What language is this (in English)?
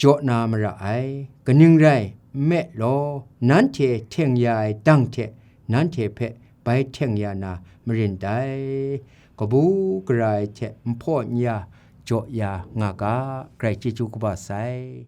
Kachin